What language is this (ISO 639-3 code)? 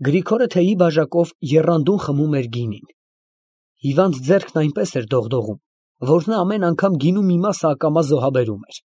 hye